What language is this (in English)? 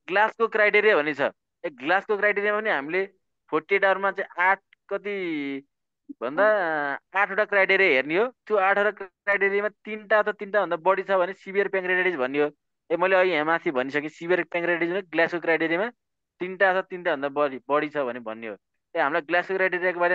Nepali